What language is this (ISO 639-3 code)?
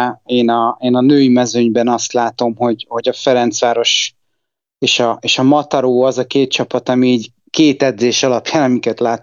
hun